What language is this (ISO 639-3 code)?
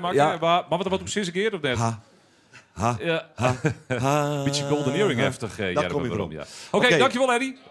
fry